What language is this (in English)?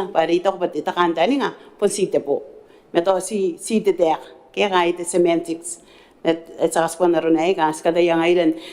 Gilbertese